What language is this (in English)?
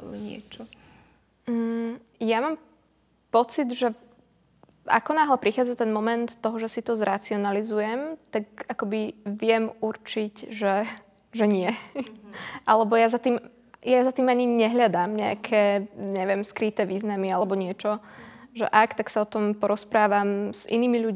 Slovak